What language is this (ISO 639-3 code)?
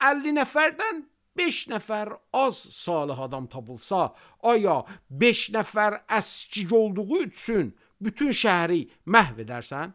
aze